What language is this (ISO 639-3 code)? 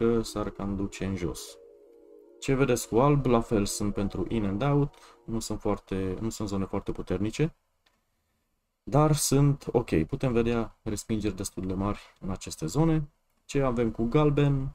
ron